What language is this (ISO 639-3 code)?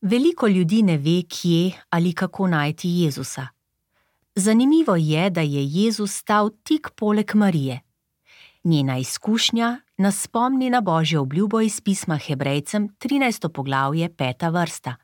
slv